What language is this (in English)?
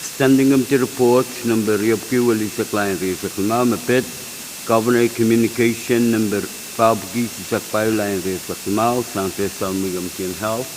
Pohnpeian